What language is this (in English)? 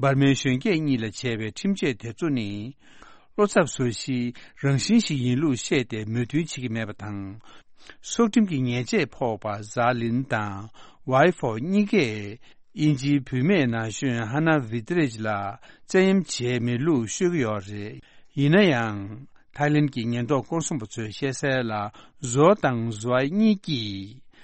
Tibetan